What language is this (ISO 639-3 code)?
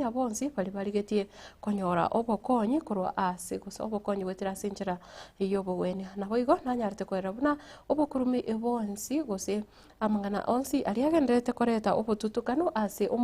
guz